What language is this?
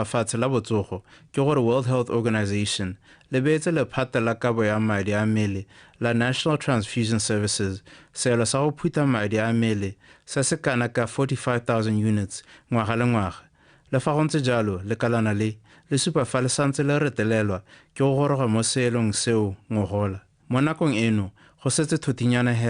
Tswana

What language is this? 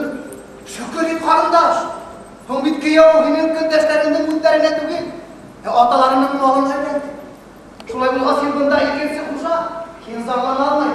Bashkir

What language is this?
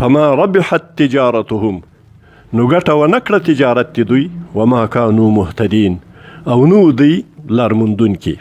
Pashto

